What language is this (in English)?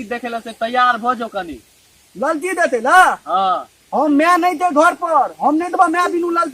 Maithili